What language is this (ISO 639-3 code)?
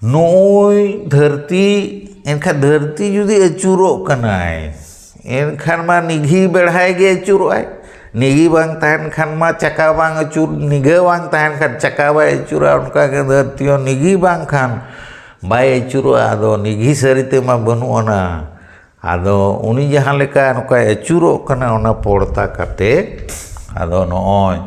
sat